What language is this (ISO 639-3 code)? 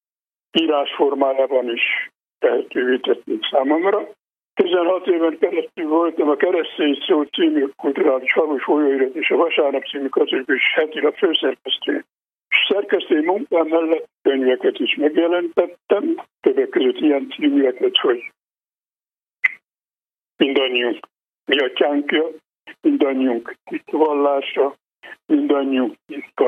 hun